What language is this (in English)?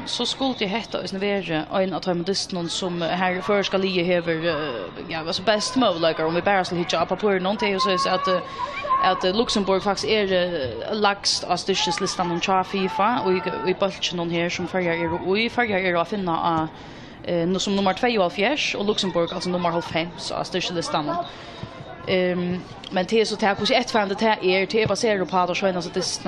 Faroese